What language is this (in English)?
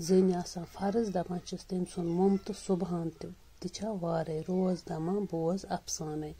Kashmiri